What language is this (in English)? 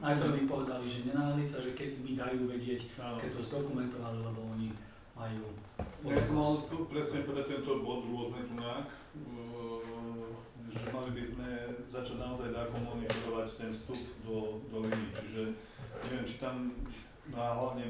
Slovak